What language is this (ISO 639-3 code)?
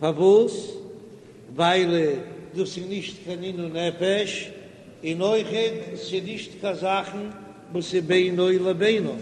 yid